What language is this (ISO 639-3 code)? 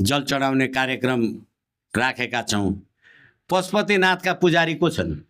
nep